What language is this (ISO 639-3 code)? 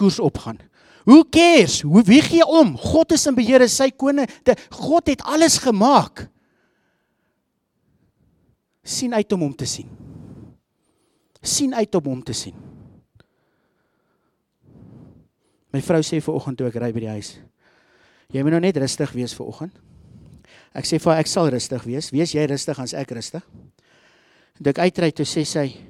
afr